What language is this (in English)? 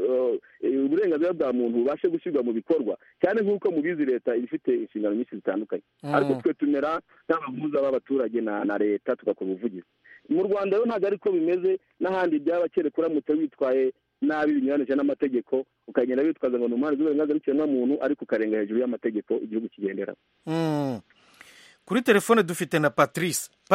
Kinyarwanda